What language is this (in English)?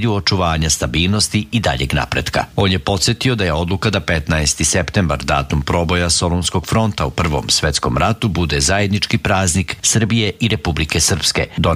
Serbian